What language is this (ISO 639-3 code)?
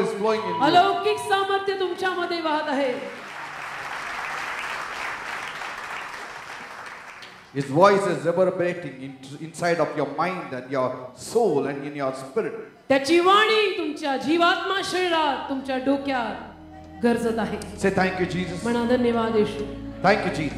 mar